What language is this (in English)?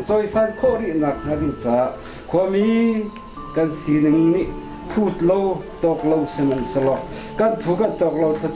Hakha Chin